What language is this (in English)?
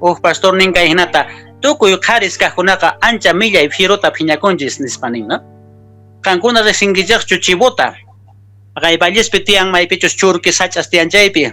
Quechua